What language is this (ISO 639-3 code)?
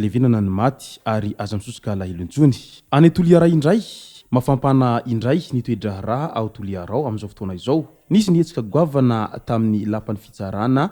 mlg